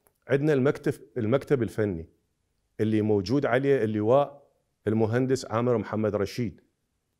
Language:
Mesopotamian Arabic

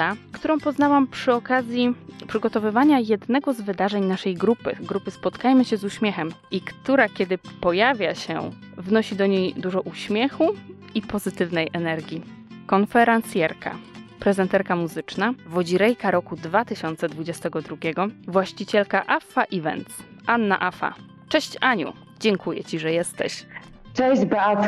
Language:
Polish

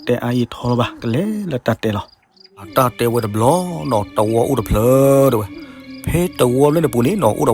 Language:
S'gaw Karen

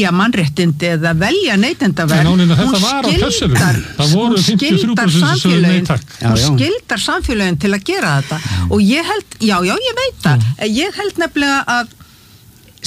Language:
Icelandic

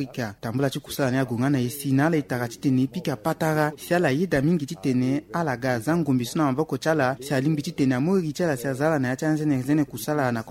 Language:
Sango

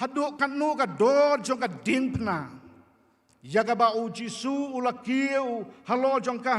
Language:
Khasi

